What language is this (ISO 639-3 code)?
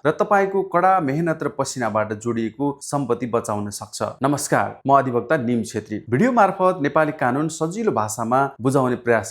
nep